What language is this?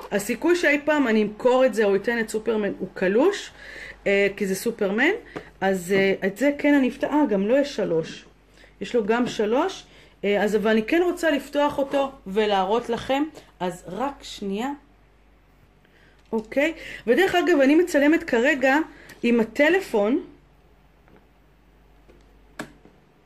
Hebrew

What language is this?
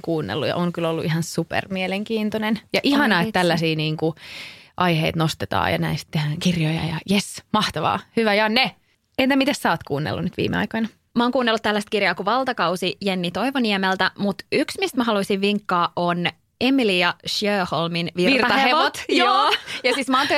Finnish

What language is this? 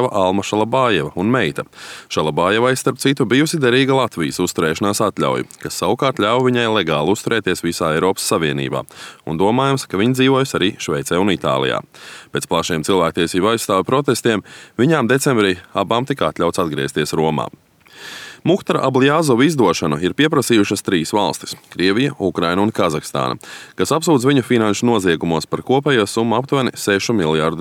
Latvian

